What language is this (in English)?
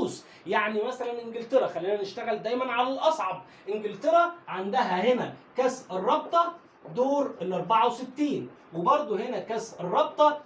Egyptian Arabic